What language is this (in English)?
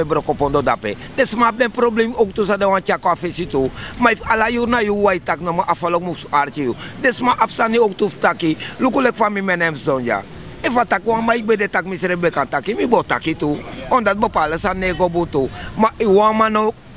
Sranan Tongo